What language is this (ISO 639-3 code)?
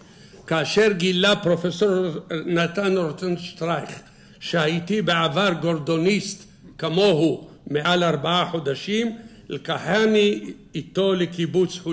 heb